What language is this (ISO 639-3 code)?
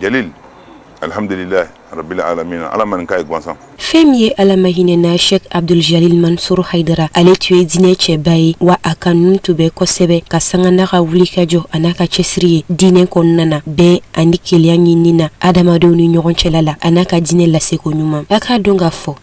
bam